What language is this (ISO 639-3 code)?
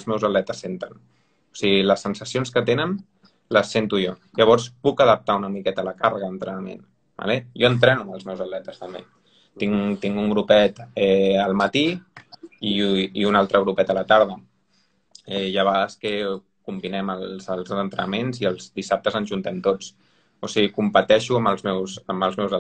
cat